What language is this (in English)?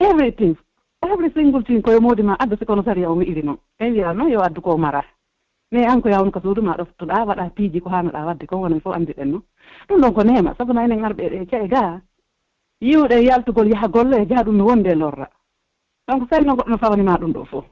Pular